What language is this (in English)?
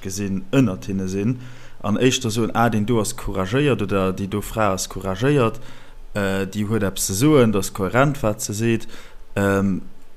Luxembourgish